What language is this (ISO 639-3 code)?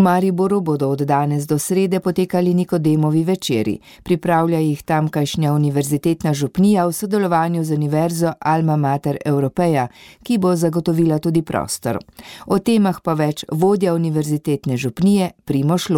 slv